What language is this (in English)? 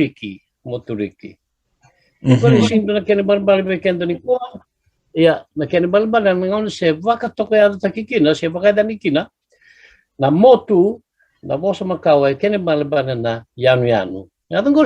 Fijian